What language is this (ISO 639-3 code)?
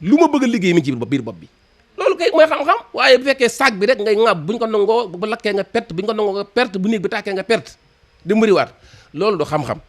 wol